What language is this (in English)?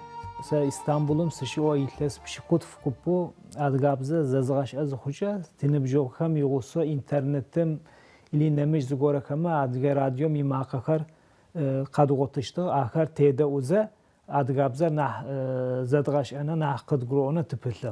Adyghe